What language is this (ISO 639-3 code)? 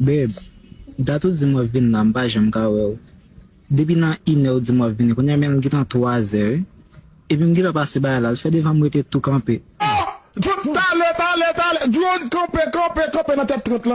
hat